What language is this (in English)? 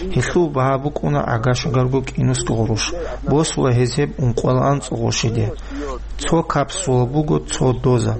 Avaric